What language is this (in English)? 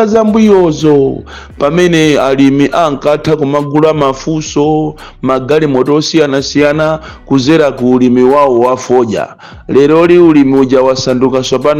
Nyanja